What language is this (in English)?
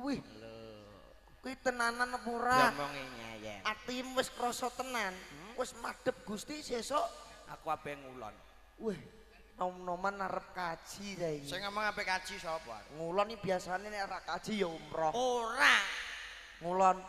Javanese